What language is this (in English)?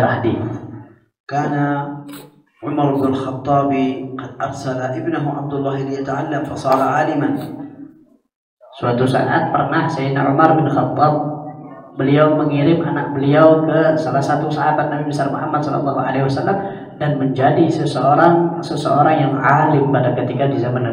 Indonesian